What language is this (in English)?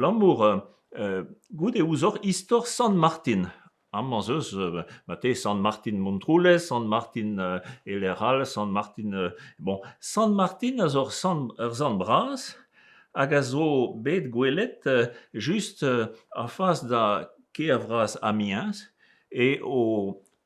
Breton